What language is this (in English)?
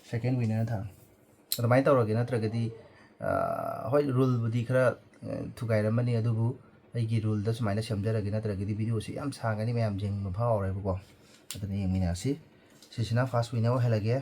Manipuri